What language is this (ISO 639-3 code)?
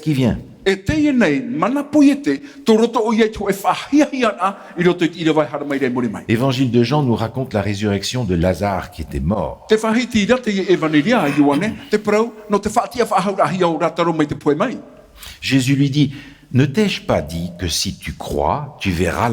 tah